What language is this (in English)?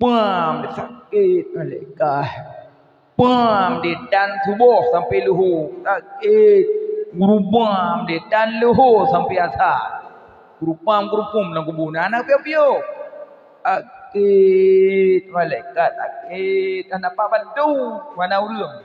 Achinese